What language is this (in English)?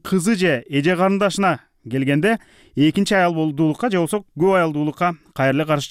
Kyrgyz